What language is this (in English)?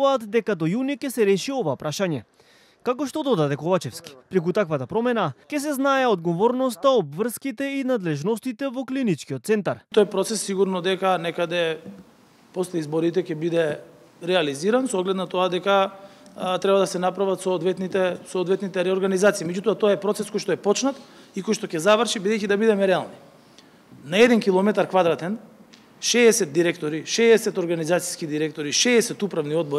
Macedonian